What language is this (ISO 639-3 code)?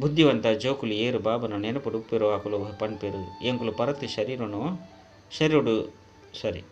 tcy